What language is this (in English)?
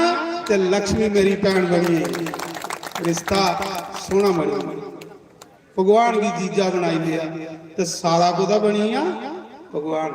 Dogri